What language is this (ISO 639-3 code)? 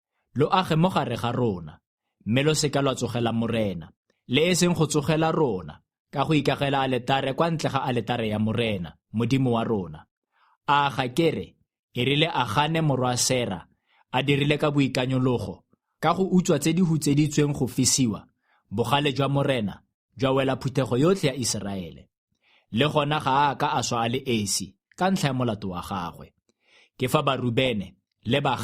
tsn